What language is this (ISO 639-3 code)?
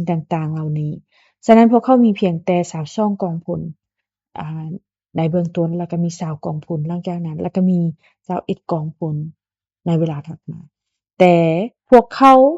lao